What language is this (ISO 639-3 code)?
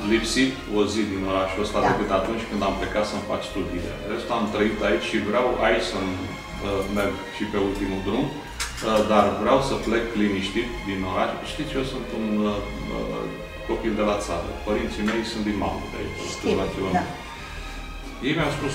ron